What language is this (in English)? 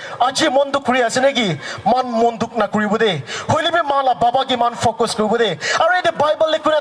Naga Pidgin